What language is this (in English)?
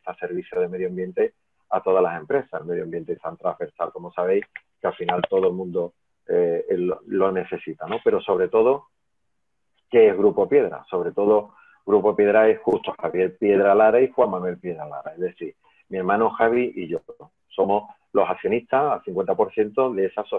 Spanish